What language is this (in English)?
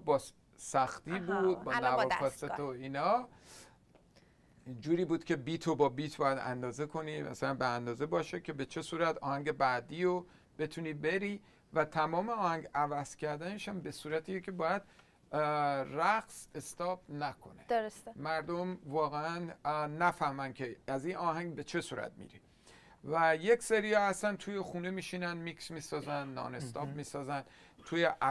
Persian